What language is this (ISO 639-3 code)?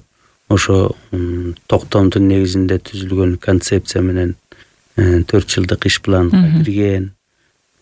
kir